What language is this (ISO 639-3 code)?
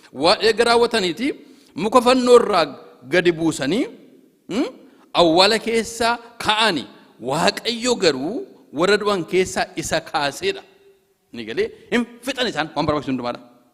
orm